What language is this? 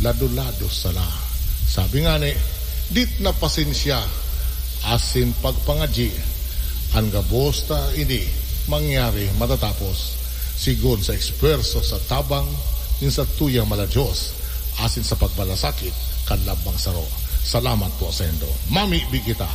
Bikol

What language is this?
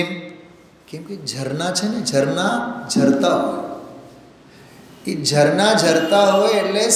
Gujarati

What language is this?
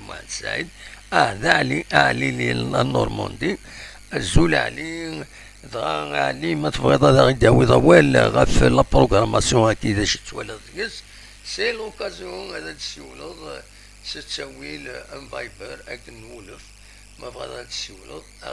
Kabyle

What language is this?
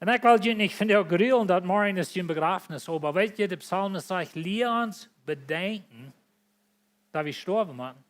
Plautdietsch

